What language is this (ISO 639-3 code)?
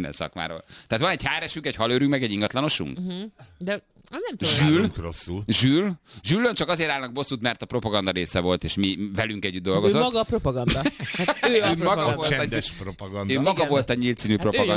hun